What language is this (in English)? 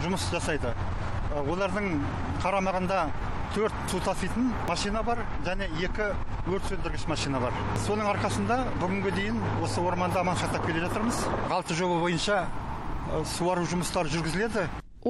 Kazakh